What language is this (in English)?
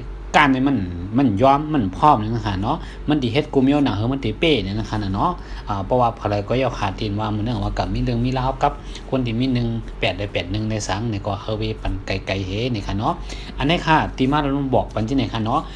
Shan